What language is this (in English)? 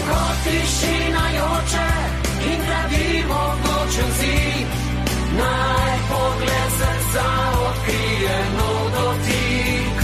Slovenian